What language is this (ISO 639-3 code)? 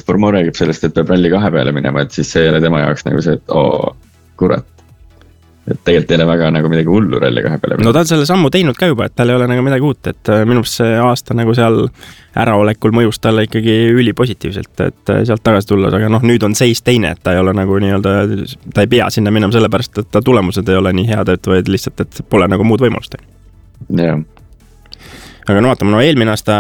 est